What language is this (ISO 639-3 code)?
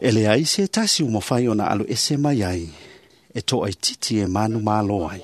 smo